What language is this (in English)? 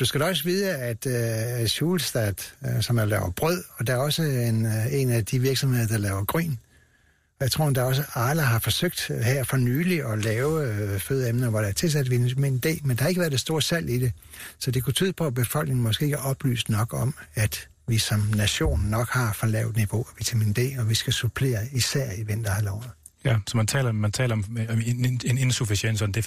Danish